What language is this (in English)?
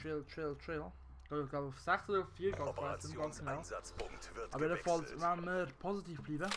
Swiss German